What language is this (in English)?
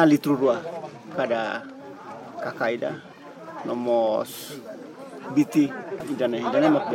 Tetum